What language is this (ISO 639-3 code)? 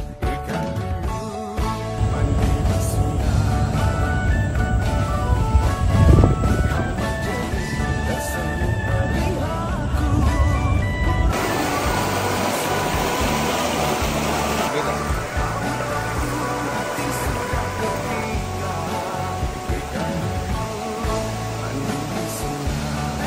msa